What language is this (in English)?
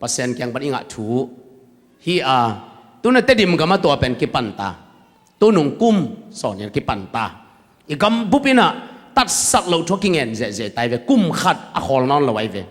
Tedim Chin